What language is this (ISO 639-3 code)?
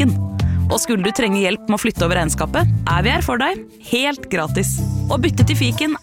nor